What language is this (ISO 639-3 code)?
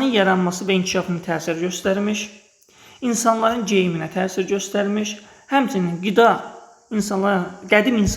aze